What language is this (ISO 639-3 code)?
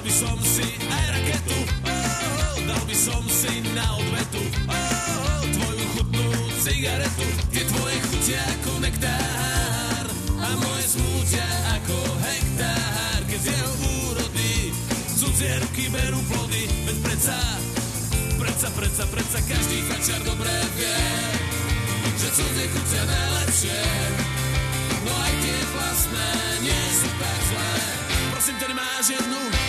slk